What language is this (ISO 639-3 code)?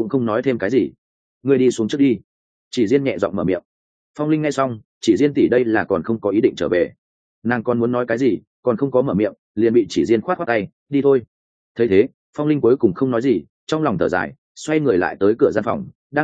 vie